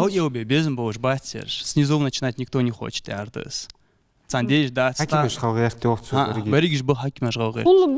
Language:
Ingush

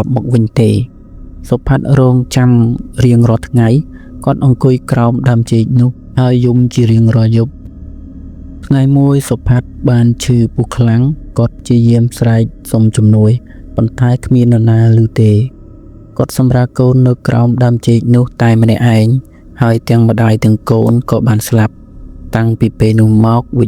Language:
Khmer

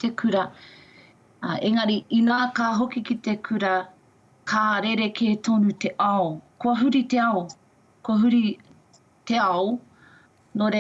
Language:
Māori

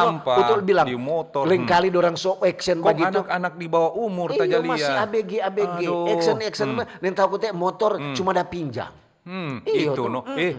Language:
Manado Malay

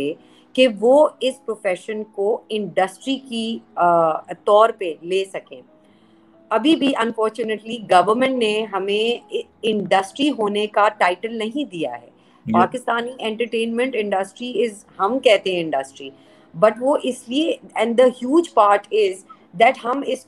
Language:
Urdu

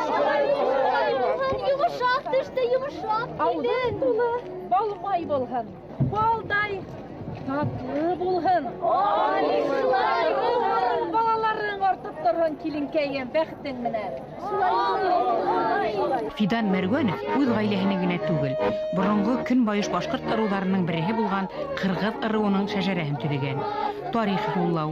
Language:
Bashkir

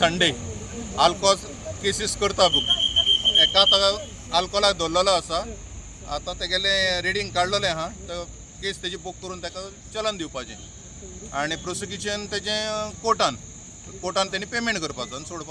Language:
Konkani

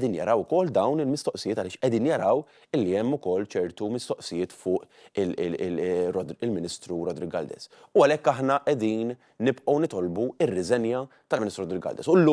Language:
Maltese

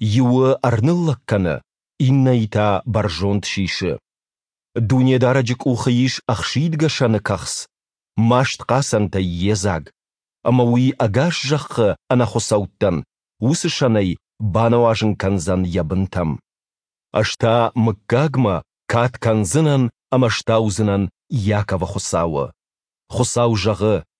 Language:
Ossetic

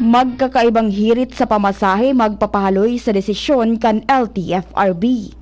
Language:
Bikol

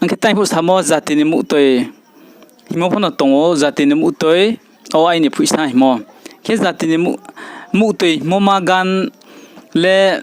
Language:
Riang (India)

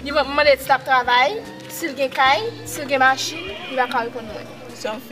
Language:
Haitian Creole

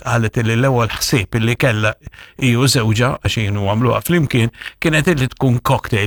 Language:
Maltese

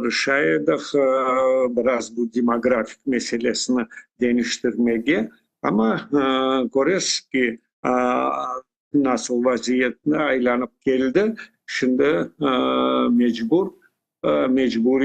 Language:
Crimean Tatar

